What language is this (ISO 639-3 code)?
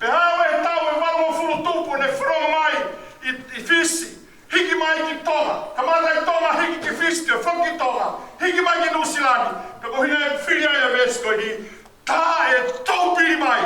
ton